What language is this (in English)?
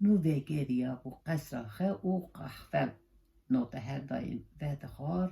Kurdish